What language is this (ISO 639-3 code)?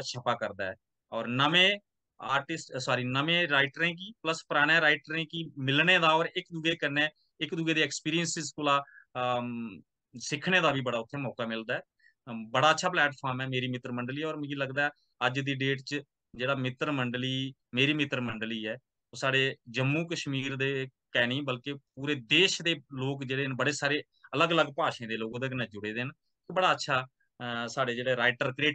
doi